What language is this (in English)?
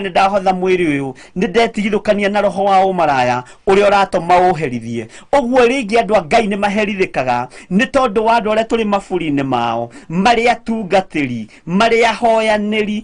Kikuyu